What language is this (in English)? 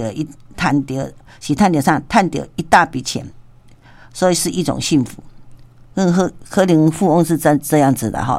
Min Nan Chinese